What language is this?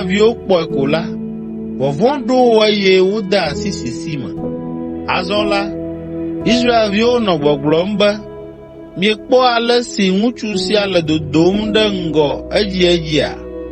Ewe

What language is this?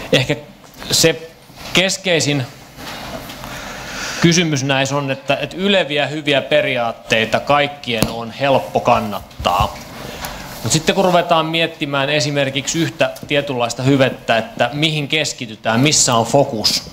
Finnish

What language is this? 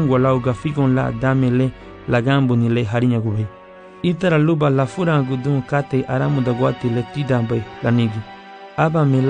Garifuna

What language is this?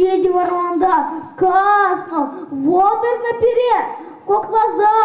Chuvash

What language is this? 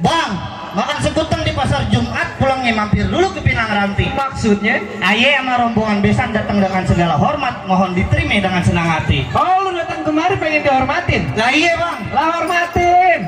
Betawi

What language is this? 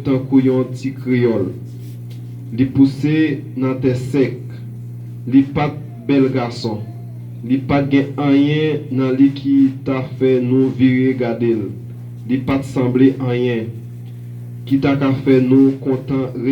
Haitian Creole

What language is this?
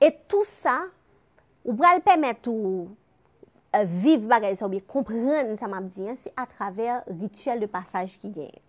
Haitian Creole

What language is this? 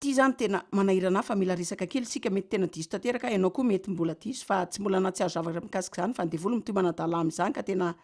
Malagasy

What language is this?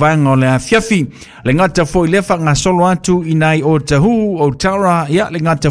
Samoan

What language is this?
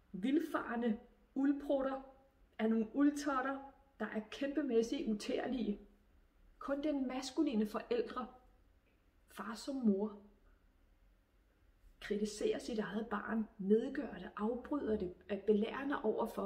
Danish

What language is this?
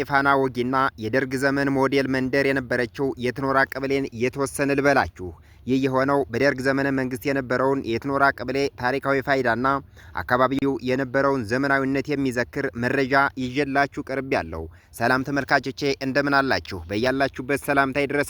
Amharic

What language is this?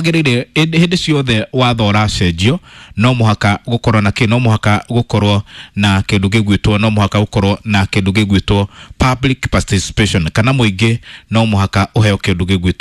Kikuyu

